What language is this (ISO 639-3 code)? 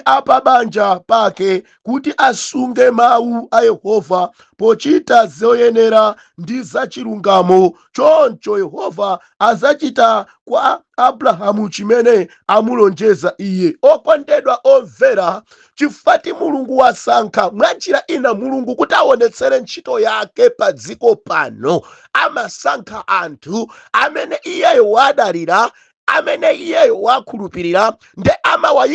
nya